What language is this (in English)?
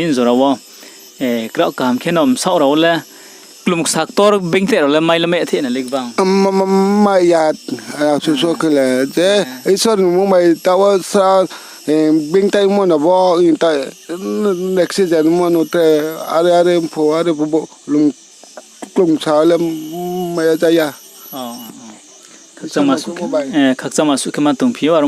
Riang (India)